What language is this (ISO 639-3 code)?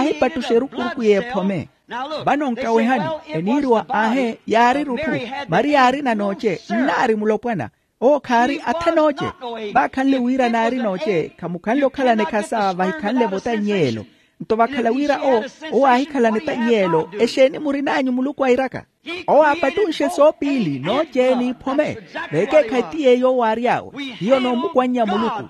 vmw